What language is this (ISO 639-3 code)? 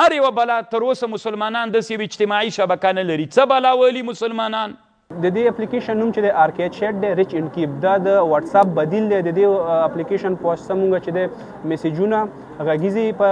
pus